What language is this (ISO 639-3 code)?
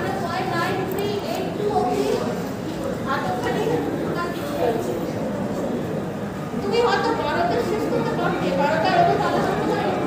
ben